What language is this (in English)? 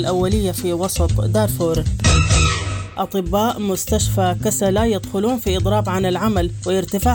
Sudanese Arabic